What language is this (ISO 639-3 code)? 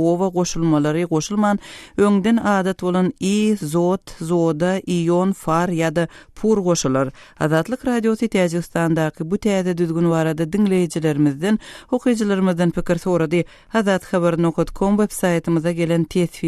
tuk